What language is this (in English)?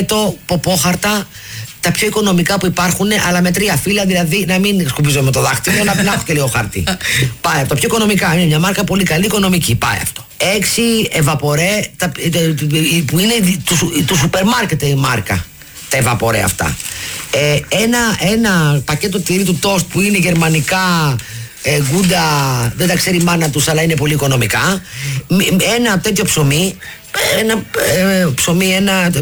Greek